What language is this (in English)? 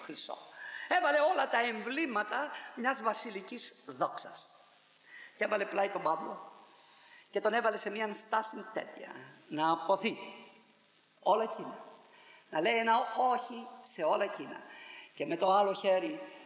Greek